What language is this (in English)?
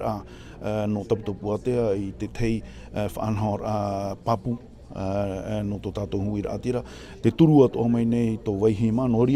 Tahitian